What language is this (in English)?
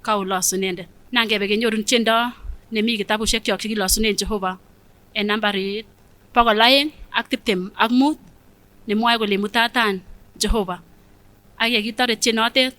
Kipsigis